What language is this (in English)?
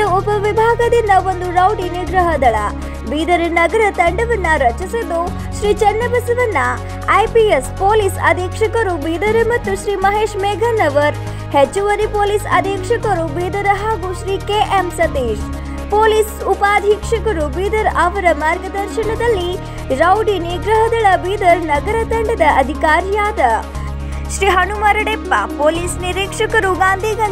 Kannada